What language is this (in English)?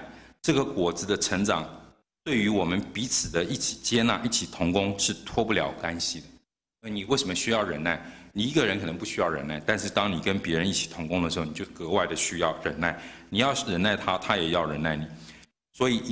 Chinese